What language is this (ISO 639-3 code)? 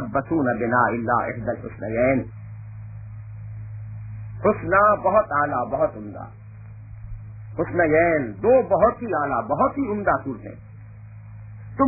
urd